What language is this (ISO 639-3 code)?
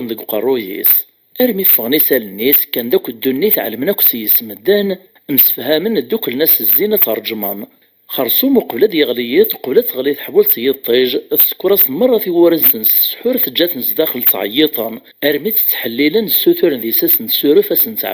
kab